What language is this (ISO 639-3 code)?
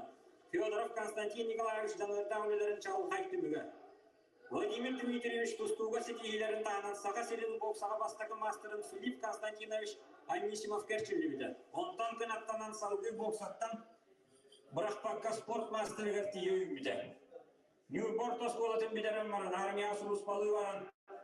sah